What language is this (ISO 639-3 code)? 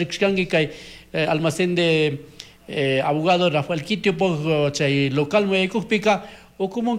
qug